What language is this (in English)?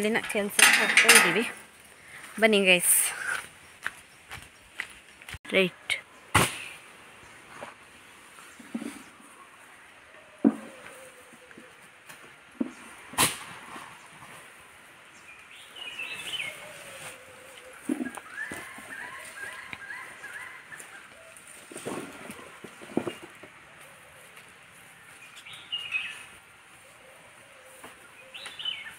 Kannada